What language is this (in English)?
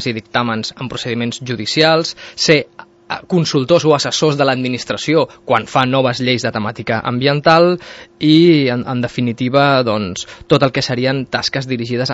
Catalan